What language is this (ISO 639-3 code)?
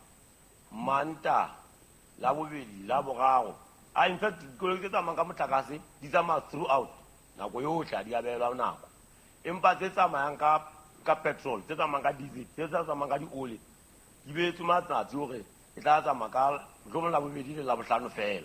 sot